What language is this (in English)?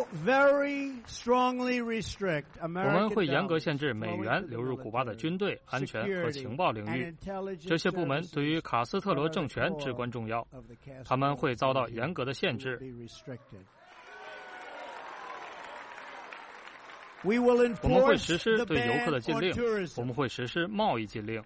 Chinese